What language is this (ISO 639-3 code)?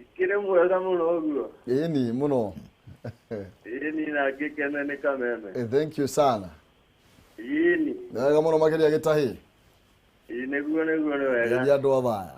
kik